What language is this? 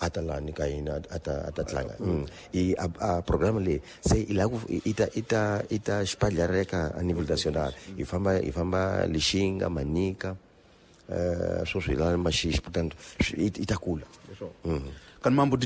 Tsonga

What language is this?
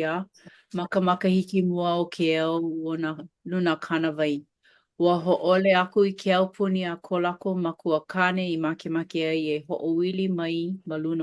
Hawaiian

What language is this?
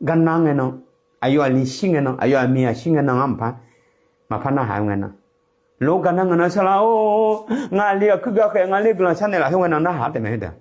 Akha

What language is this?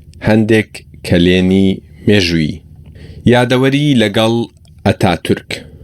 Central Kurdish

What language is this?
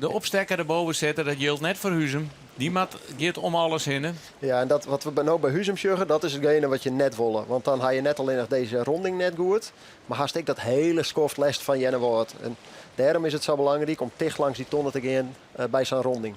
Western Frisian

